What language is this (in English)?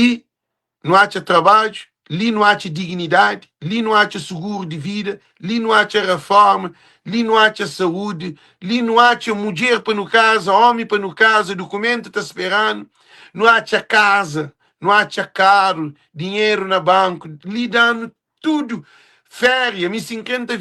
Kabuverdianu